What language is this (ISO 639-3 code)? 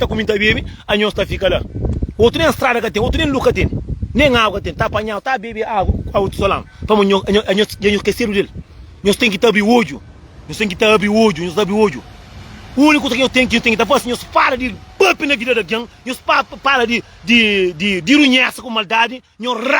kea